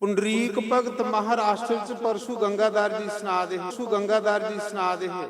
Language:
Dogri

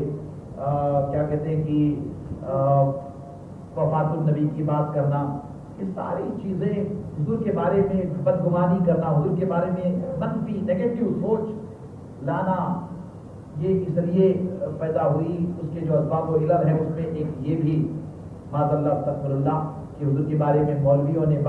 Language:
Urdu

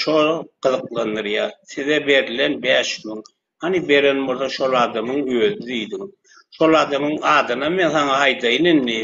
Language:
Turkmen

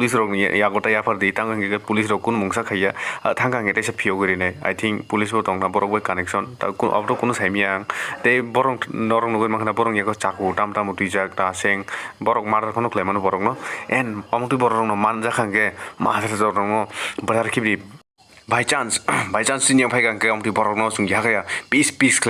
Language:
Kok Borok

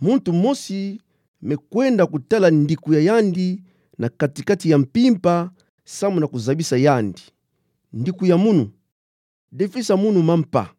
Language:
Kituba (Democratic Republic of Congo)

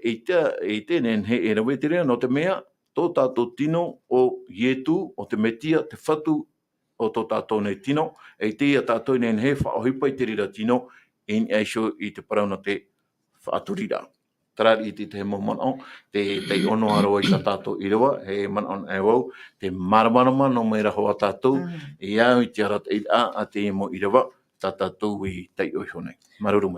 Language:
Tahitian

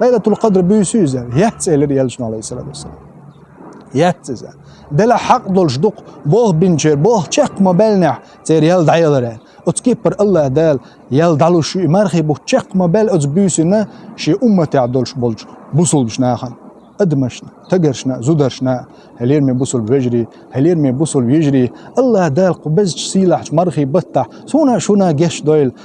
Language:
Chechen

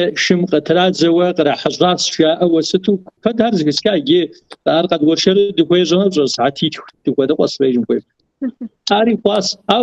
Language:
Kabardian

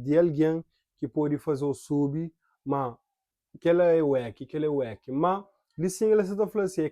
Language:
Kabuverdianu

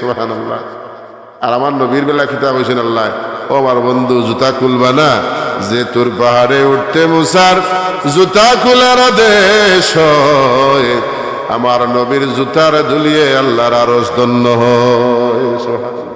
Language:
Sylheti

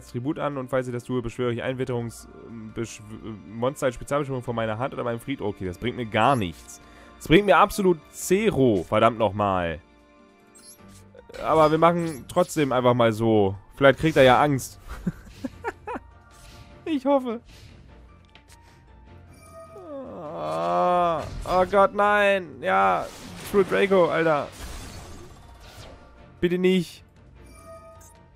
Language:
German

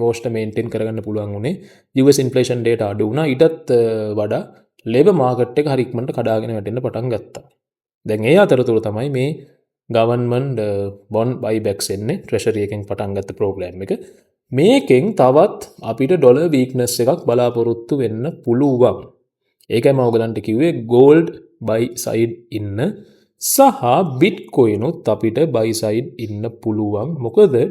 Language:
Sinhala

